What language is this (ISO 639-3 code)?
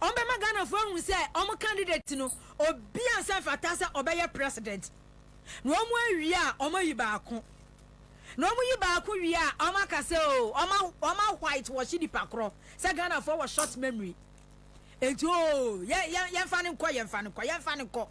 aka